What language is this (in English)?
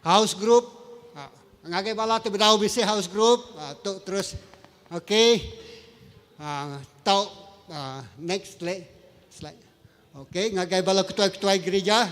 Iban